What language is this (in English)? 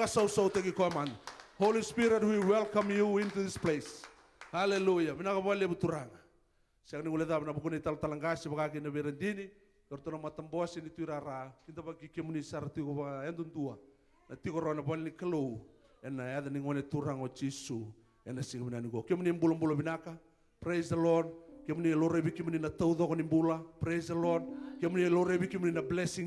Fijian